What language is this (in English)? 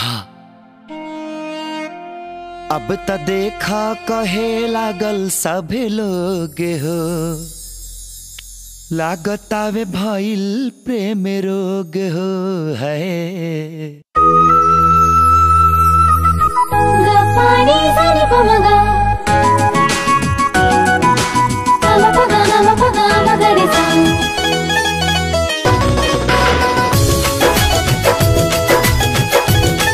Bhojpuri